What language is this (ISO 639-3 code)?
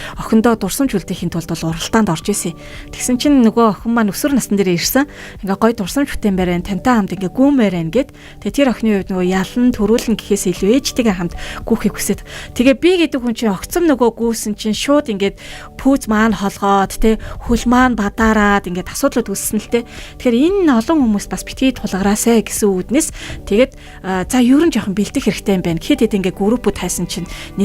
mon